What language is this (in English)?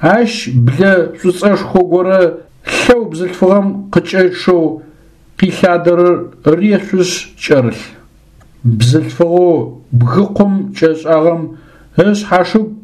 Adyghe